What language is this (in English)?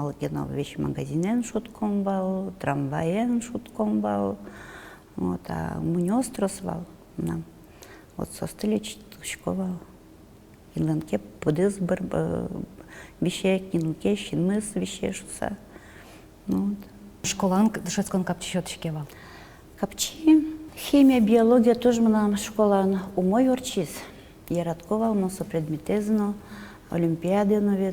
Udmurt